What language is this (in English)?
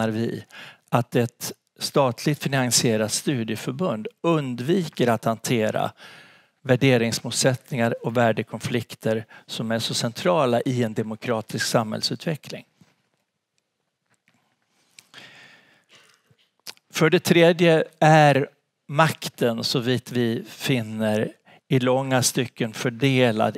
Swedish